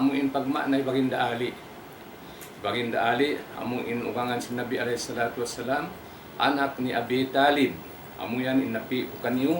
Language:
Tausug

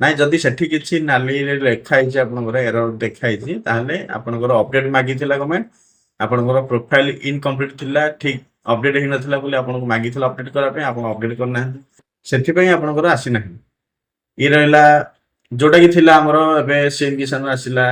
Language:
Odia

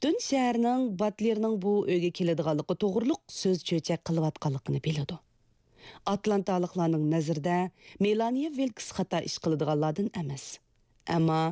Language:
Uyghur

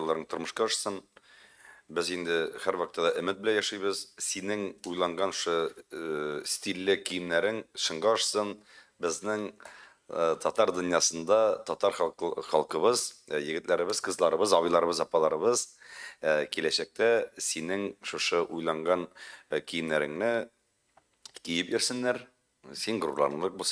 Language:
Tatar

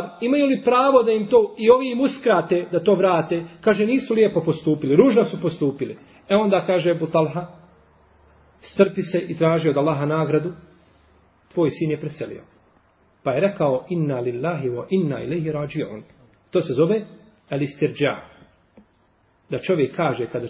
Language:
Bosnian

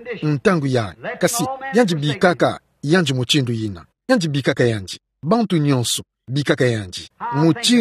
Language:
Kituba (Democratic Republic of Congo)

